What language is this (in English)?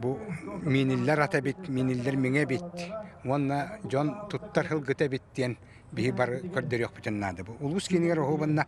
Yakut